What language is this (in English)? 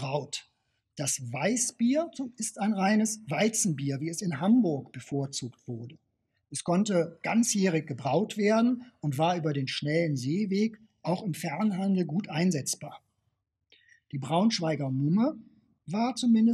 German